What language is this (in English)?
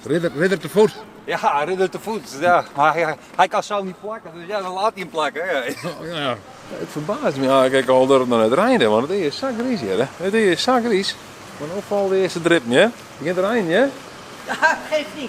Western Frisian